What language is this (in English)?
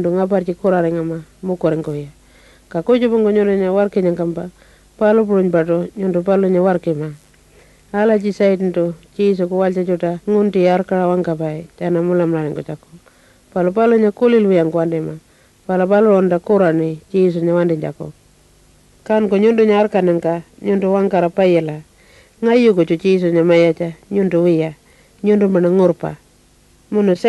Pitjantjatjara